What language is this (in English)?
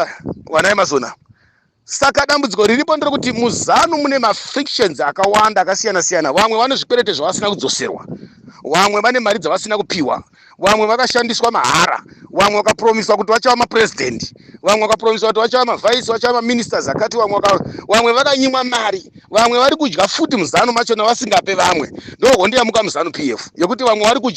Shona